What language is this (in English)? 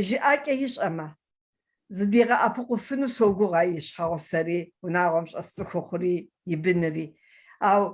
Kabardian